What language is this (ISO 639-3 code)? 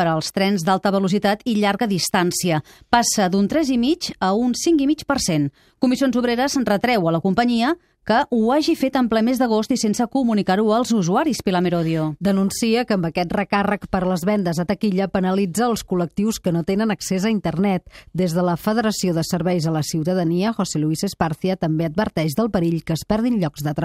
cat